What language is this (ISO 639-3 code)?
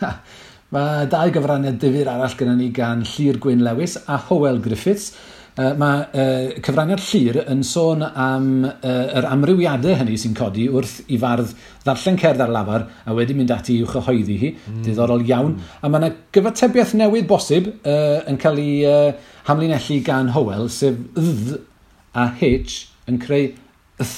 cym